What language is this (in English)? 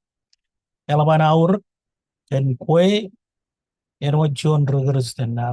Marshallese